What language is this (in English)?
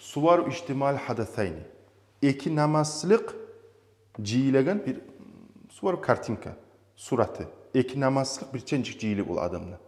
Kumyk